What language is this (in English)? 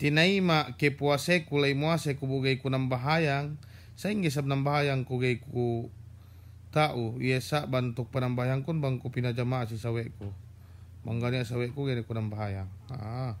Yakan